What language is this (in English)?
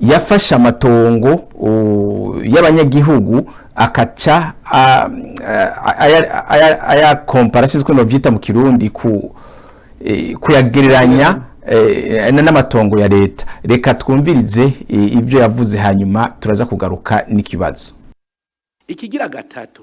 Rundi